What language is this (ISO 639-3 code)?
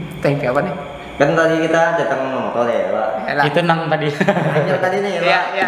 bjn